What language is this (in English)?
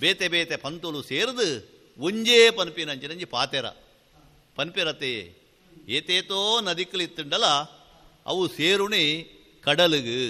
Tulu